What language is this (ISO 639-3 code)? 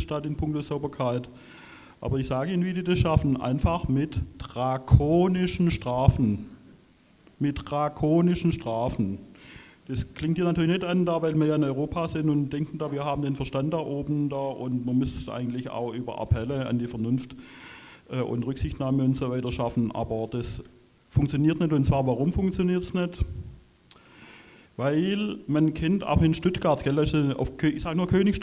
deu